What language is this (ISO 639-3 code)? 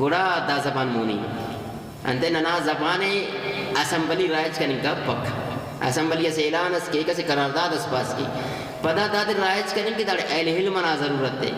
brh